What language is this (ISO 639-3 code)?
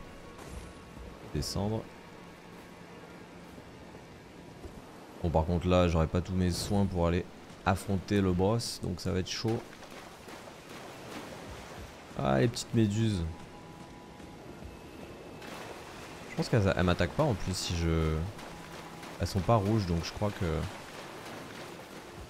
fra